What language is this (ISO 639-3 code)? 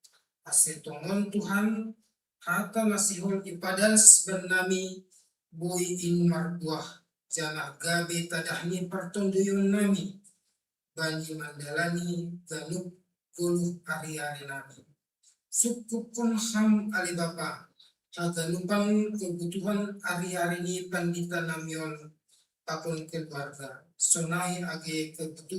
bts